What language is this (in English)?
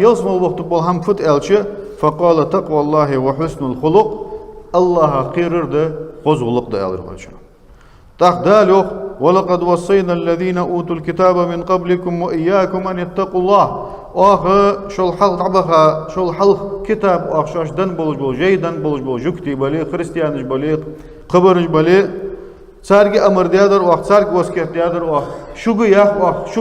Ingush